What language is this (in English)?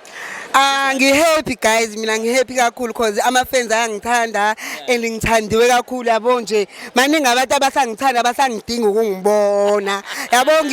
Zulu